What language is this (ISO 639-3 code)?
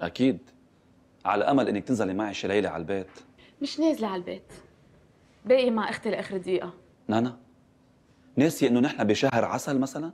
apc